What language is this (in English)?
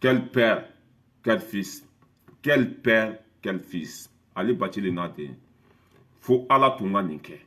Bambara